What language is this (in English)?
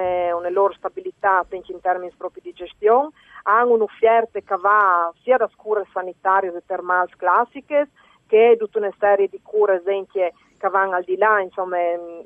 Friulian